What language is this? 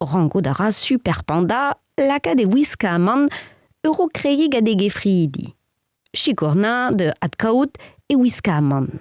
Breton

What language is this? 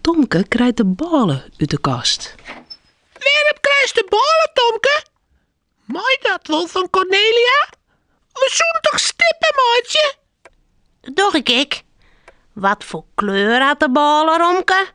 Western Frisian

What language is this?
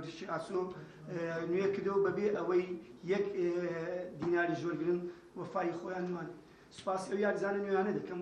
Central Kurdish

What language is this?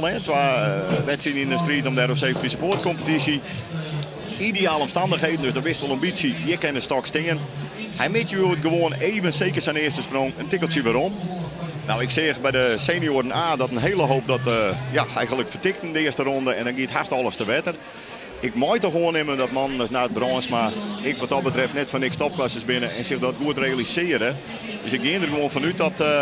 Western Frisian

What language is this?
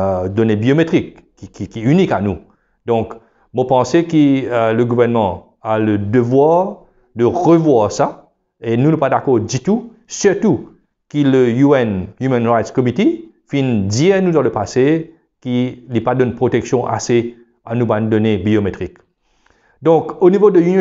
Morisyen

